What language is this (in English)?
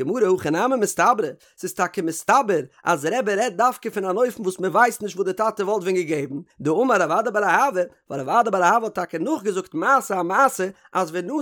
Yiddish